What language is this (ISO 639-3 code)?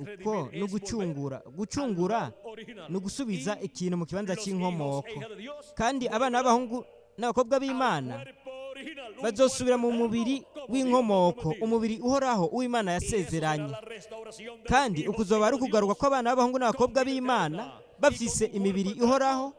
run